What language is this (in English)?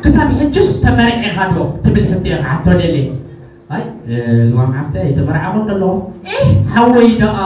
Tigrinya